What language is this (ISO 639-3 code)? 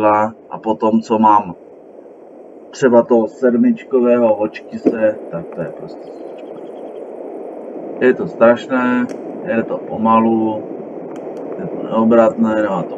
ces